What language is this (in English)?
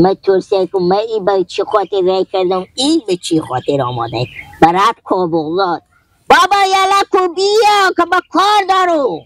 Persian